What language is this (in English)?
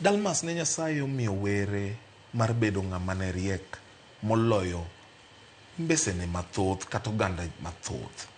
Luo (Kenya and Tanzania)